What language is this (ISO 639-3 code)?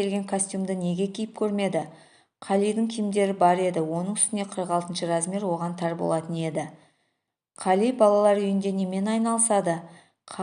kaz